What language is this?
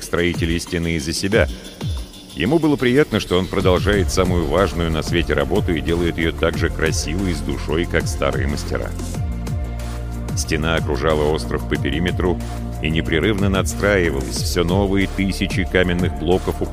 Russian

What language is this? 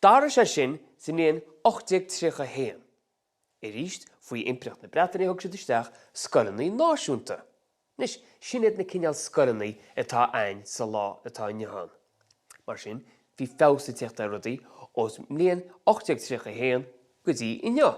Irish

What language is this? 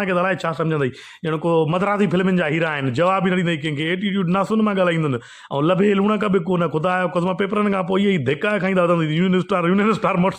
Sindhi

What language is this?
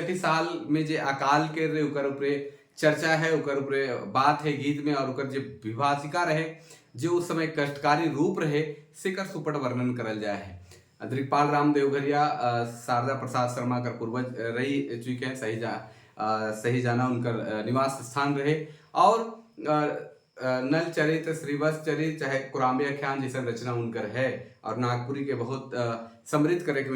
Sadri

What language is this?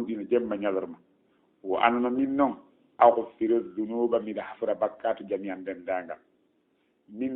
Fula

